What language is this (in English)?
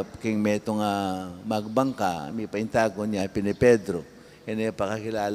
Pampanga